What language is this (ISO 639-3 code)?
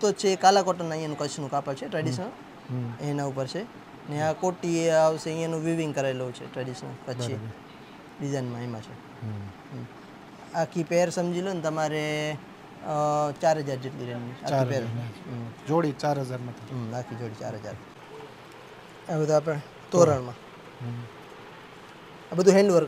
guj